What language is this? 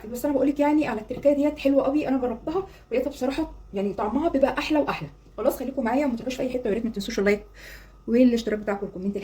Egyptian Arabic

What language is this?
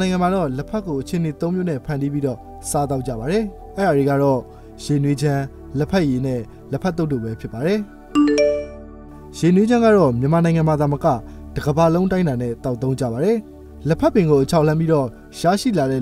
Burmese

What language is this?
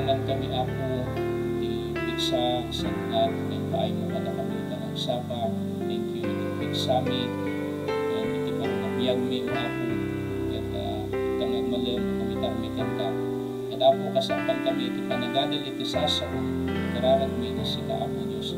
Iloko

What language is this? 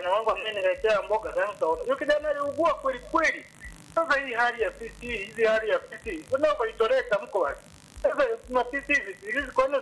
Swahili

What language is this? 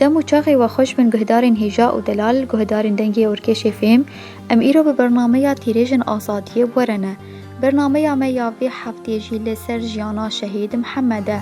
Kurdish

